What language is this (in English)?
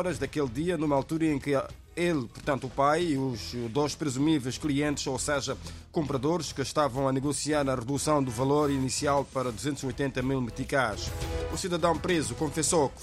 Portuguese